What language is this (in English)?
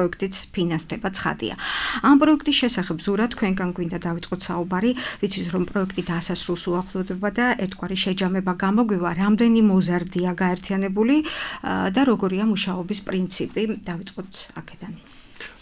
Georgian